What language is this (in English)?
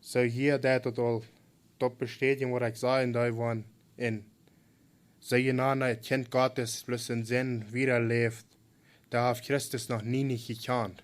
Plautdietsch